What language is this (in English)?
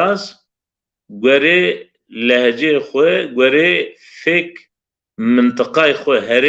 Zaza